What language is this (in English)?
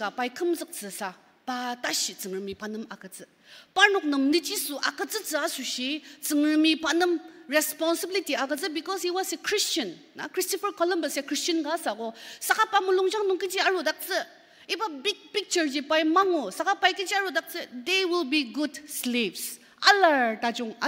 Ao Naga